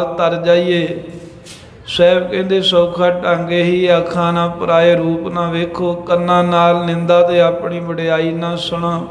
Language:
Punjabi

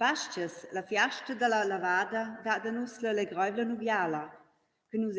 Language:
Romansh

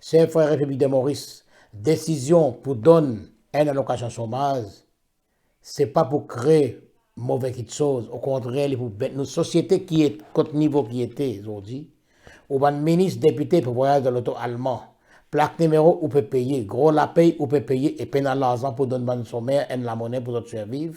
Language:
Morisyen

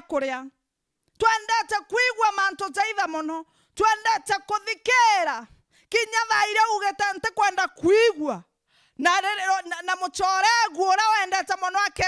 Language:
Meru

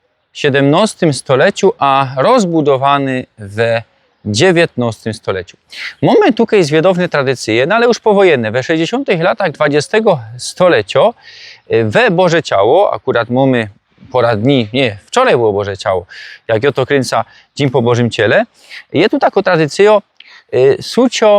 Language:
Silesian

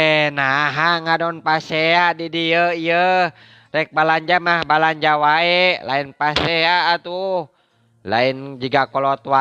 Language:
Sundanese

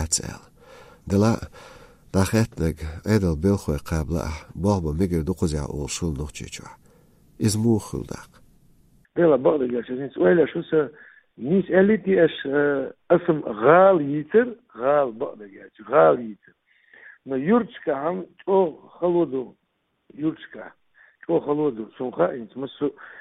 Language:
Chechen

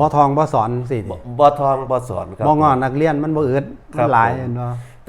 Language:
Northeastern Thai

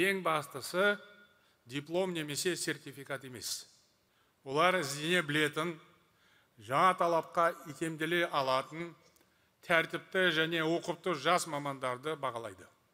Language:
Kazakh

